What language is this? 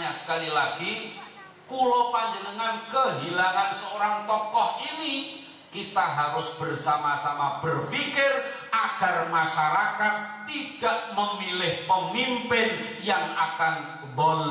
Javanese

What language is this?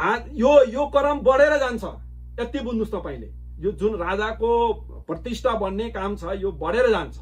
Nepali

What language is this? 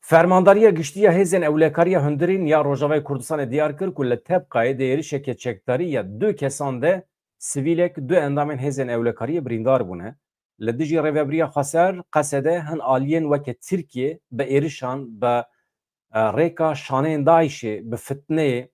Kurdish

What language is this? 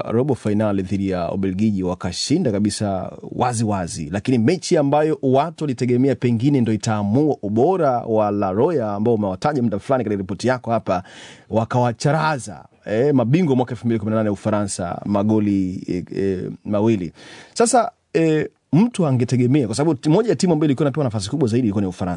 Swahili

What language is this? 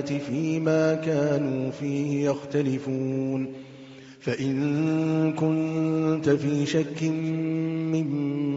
Arabic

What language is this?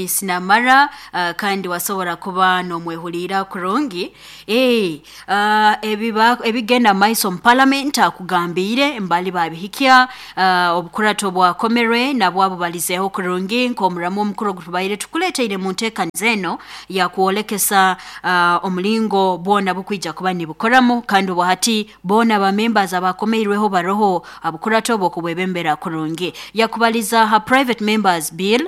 Nyoro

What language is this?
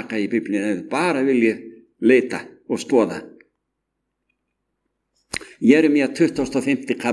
Icelandic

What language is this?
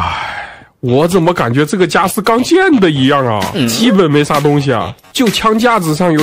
Chinese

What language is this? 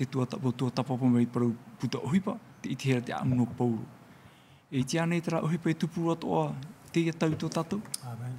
Tahitian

